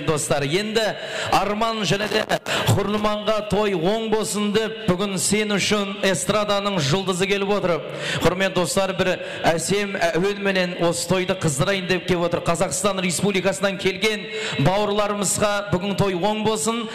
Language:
Kara-Kalpak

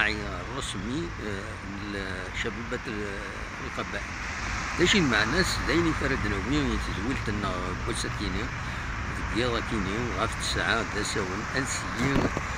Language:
Kabyle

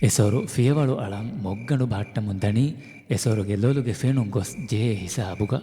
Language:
Divehi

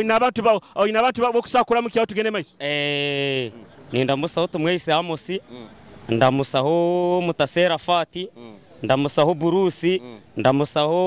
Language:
Nyoro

